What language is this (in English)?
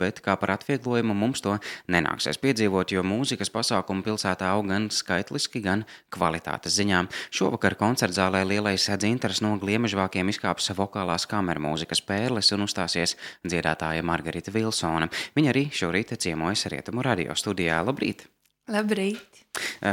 Latvian